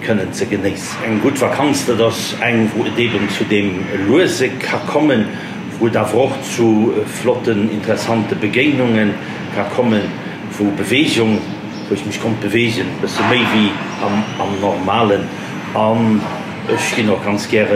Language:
Luxembourgish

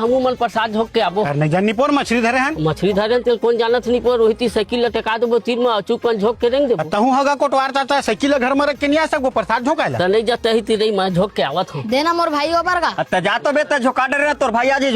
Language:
Chhattisgarhi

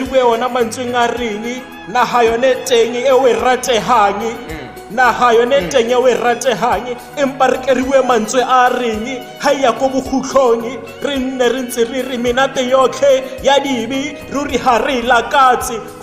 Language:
Tswana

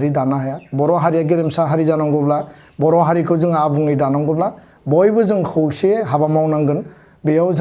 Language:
Bodo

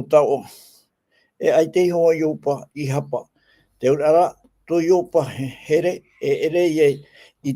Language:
Tahitian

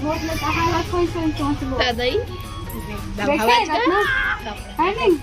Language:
Chhattisgarhi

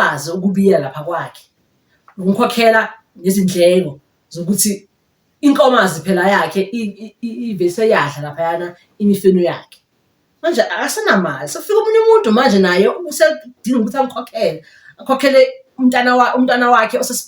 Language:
Zulu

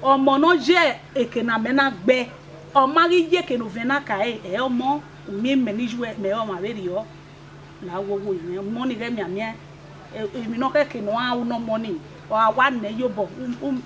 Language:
Bini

